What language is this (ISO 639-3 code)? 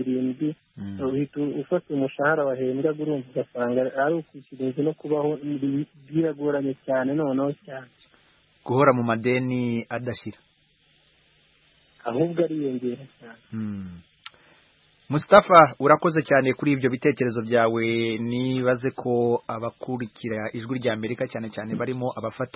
kin